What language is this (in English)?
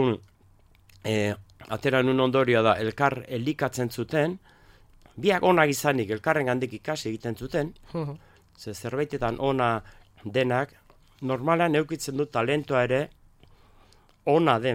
Basque